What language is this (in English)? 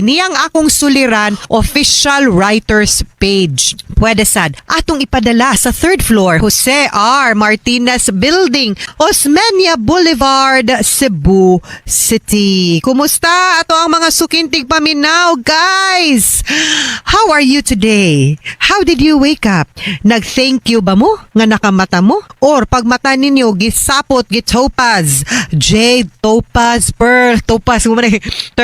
Cebuano